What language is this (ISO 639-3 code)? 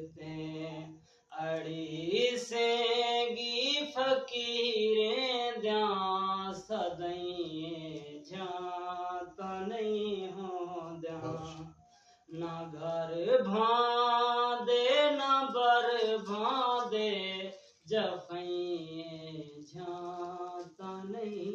skr